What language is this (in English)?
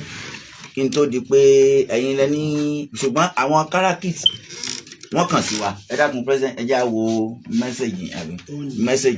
Yoruba